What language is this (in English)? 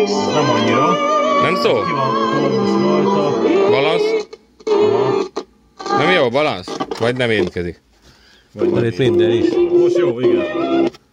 Hungarian